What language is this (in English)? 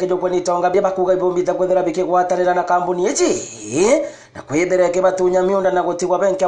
Meru